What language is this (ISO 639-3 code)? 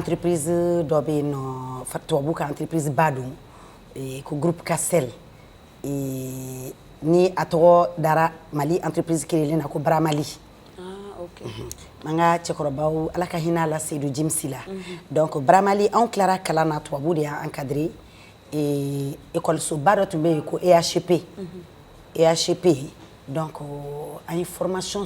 bam